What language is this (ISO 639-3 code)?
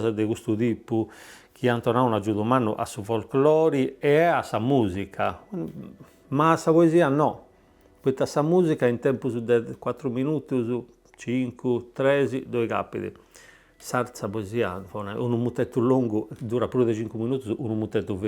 srd